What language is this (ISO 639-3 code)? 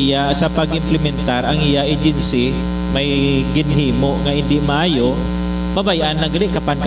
hil